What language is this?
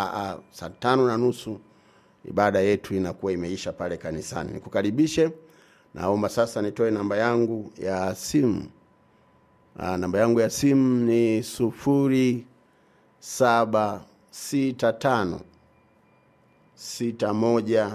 Swahili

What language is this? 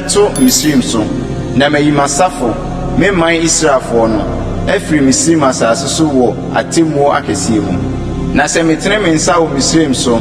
Akan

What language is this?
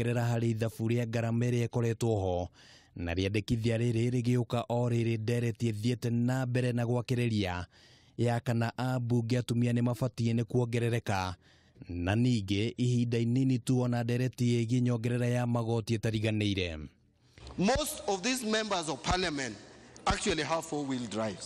Kikuyu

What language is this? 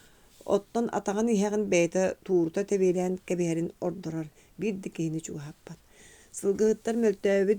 Yakut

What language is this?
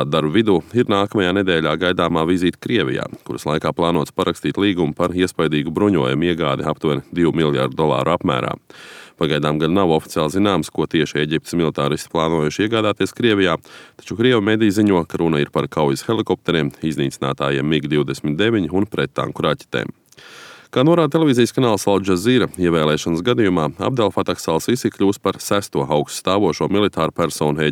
Latvian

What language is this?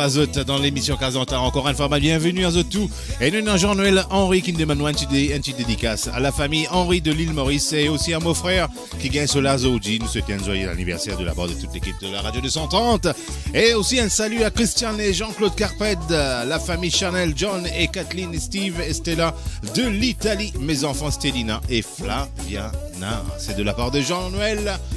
Morisyen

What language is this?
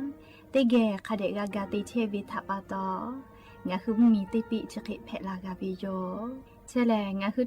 Lahu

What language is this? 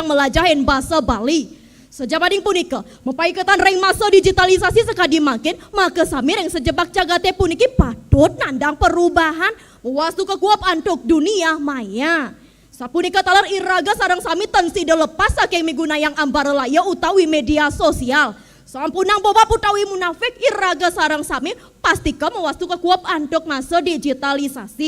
Balinese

